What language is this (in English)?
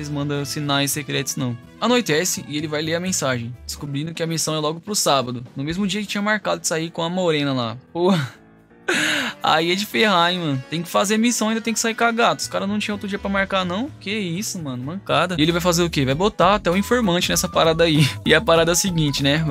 Portuguese